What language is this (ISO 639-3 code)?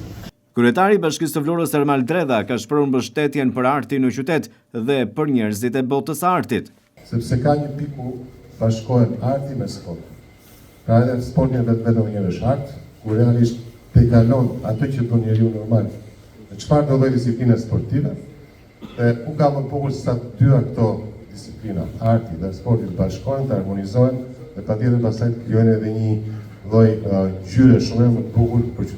sqi